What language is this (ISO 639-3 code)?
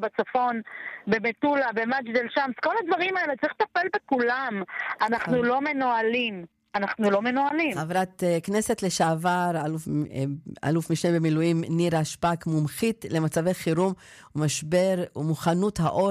heb